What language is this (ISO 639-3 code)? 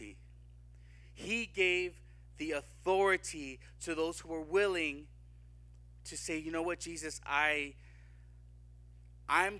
eng